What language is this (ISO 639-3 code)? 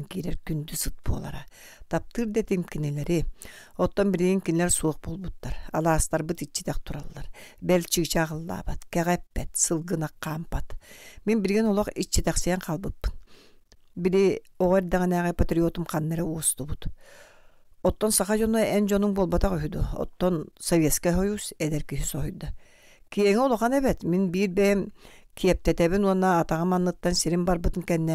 sah